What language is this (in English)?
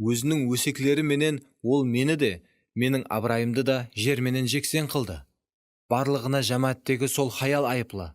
Kara-Kalpak